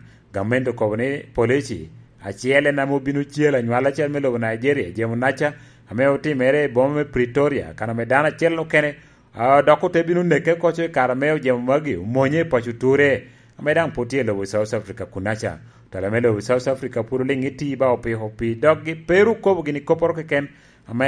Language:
Lango (Uganda)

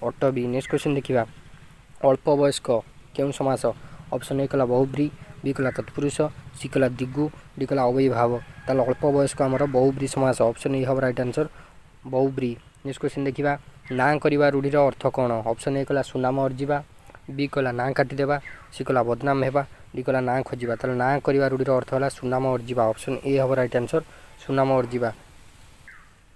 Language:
Odia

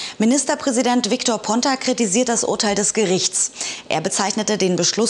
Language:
German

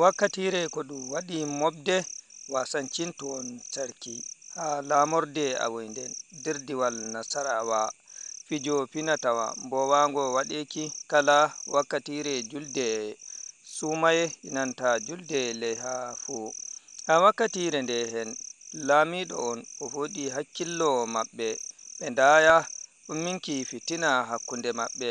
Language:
Fula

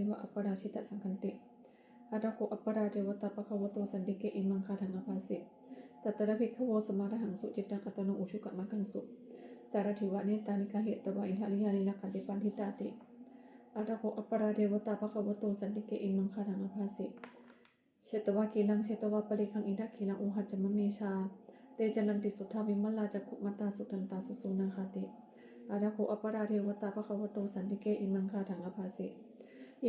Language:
Pali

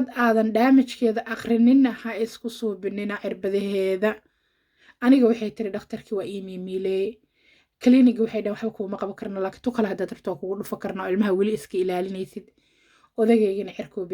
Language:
Somali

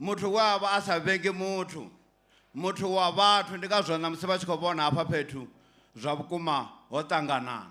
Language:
Venda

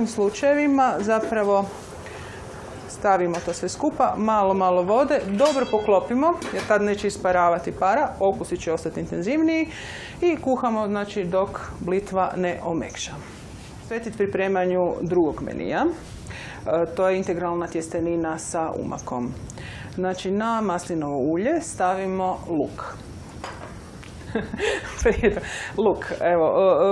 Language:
Croatian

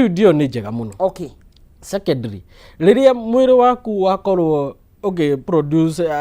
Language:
Kikuyu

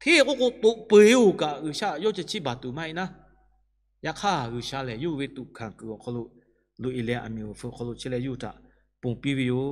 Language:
Lahu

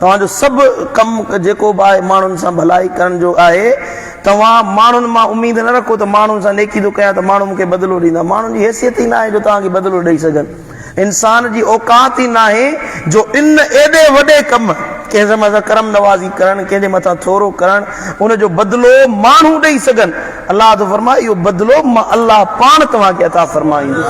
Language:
Sindhi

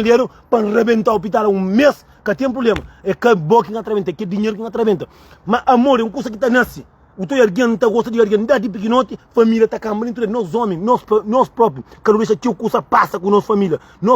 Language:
Kabuverdianu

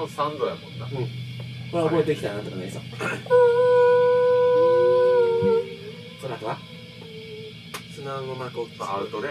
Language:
Japanese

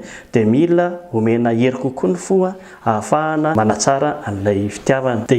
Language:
Malagasy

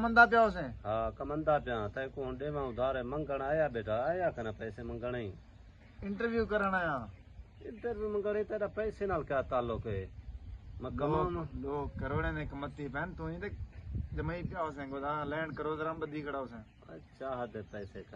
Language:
Saraiki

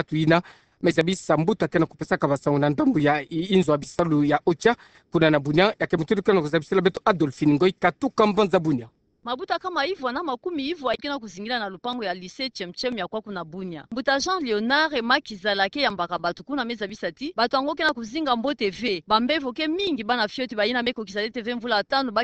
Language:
Kituba (Democratic Republic of Congo)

